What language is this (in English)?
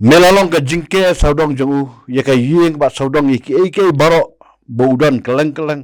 Khasi